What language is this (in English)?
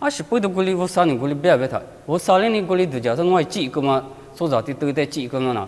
Lisu